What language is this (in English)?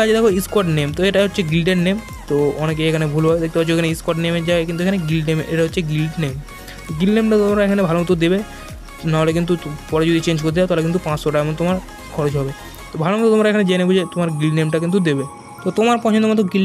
Bangla